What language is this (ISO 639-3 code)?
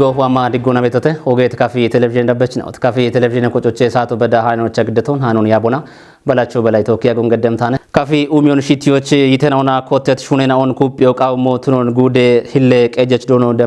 kbr